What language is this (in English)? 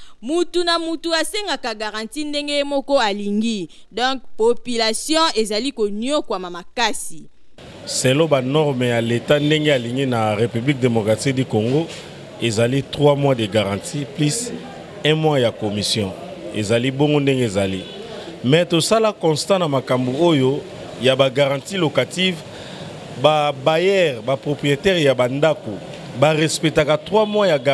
Lingala